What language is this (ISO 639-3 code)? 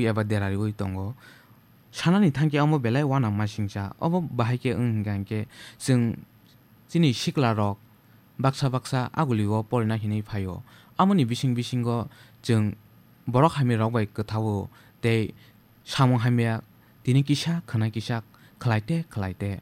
trp